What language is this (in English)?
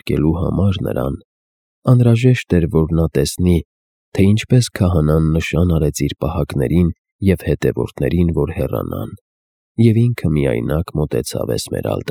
Armenian